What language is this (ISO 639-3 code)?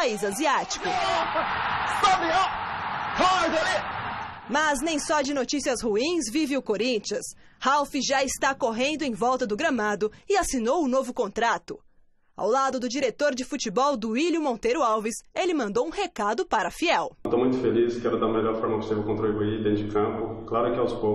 por